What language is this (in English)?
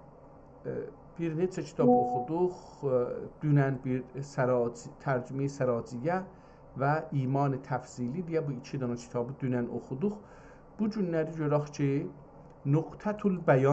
South Azerbaijani